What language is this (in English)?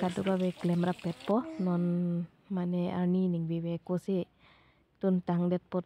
Karbi